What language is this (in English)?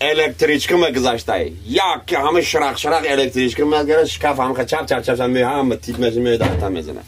Tajik